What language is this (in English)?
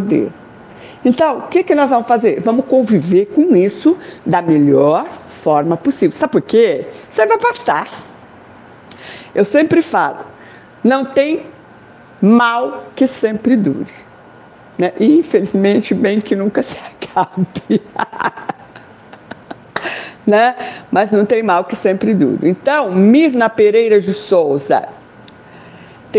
Portuguese